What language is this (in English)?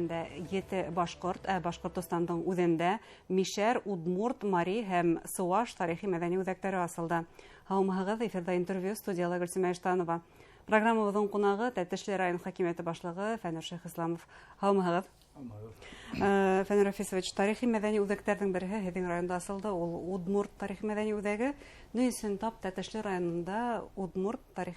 Bashkir